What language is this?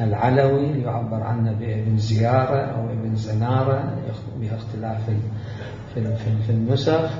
Mesopotamian Arabic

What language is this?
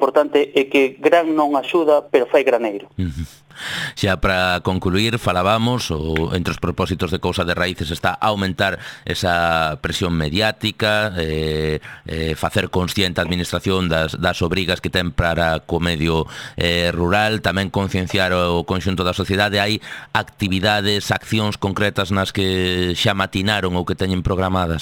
Galician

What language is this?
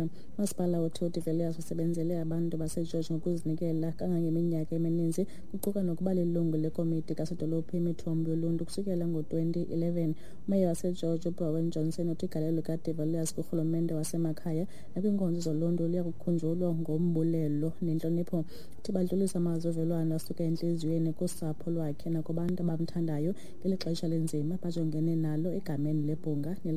Xhosa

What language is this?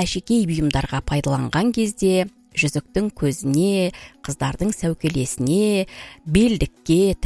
Kazakh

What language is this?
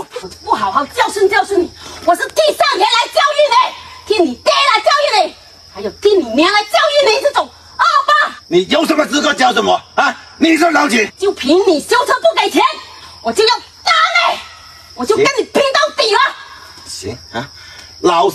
Chinese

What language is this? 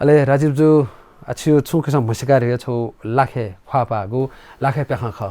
Newari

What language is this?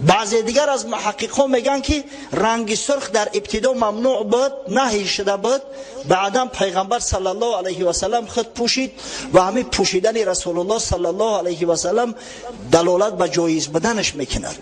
Tajik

